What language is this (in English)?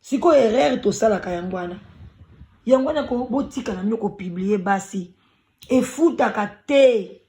Lingala